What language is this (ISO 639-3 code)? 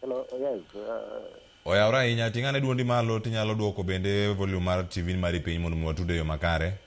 luo